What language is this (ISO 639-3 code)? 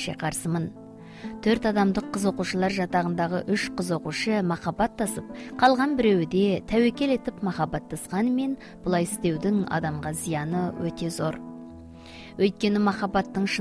kaz